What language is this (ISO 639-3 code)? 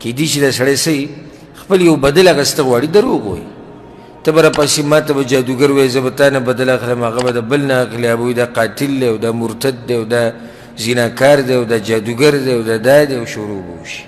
pus